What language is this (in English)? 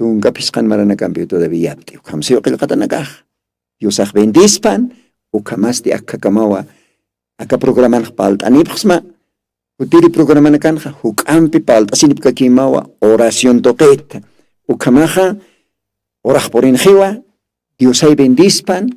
Aymara